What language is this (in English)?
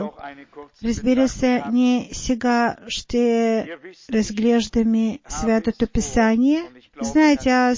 Bulgarian